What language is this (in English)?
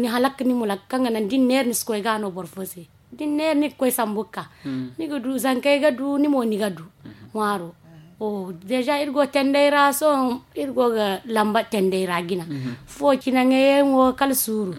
Zarma